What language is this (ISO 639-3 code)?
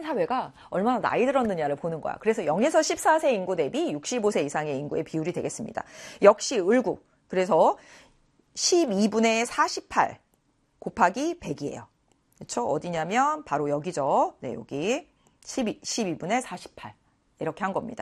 kor